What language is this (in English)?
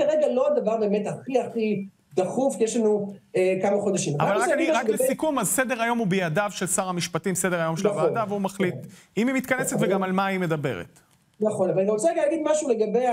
Hebrew